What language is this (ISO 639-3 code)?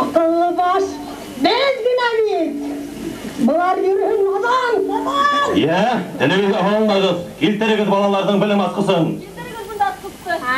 bak